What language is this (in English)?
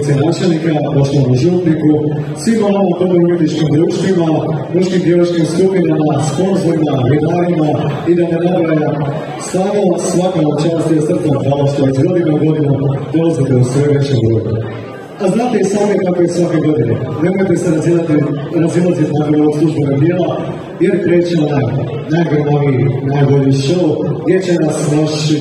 Croatian